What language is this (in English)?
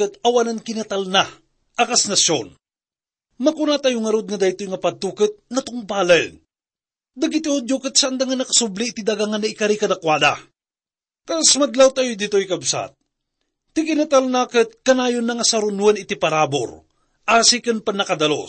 Iloko